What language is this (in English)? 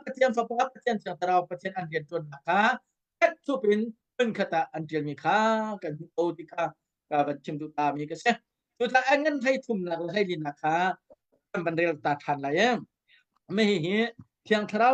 Hakha Chin